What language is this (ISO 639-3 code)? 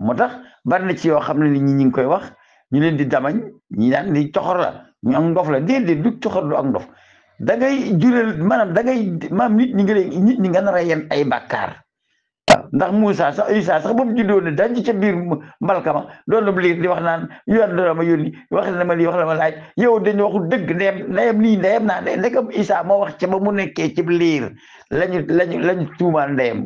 wol